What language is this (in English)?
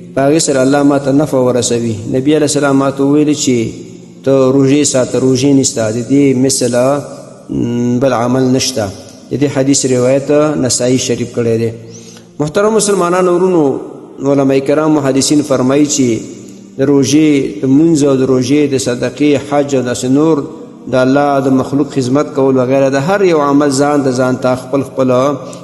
Pashto